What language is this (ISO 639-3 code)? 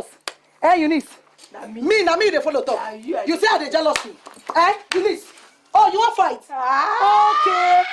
pcm